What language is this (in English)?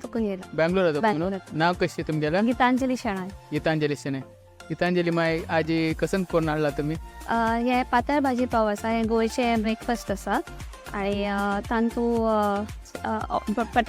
Konkani